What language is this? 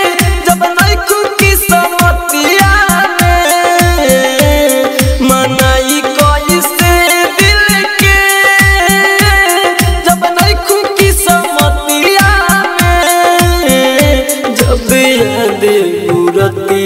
Bhojpuri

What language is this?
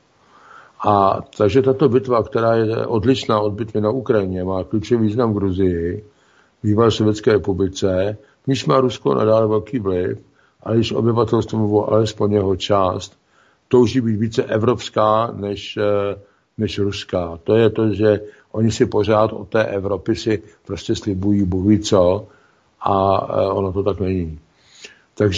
Czech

